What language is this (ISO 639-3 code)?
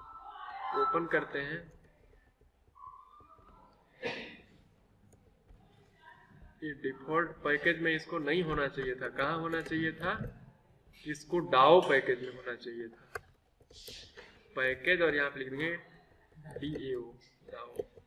hin